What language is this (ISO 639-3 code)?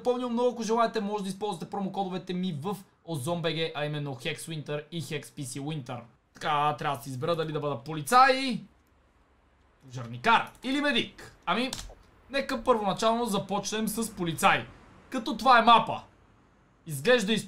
bul